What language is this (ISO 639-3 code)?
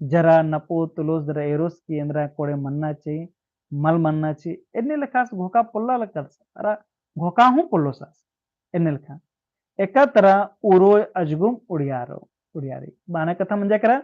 kru